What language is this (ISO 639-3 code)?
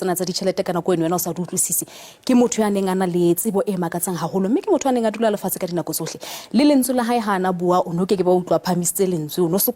sot